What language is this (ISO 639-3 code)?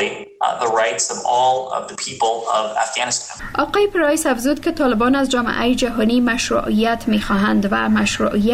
fas